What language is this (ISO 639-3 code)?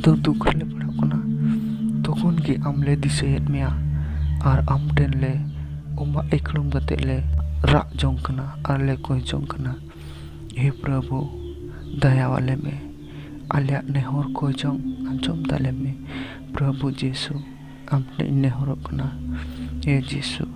sat